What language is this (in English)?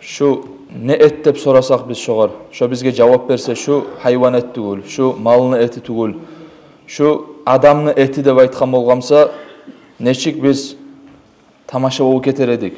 Kumyk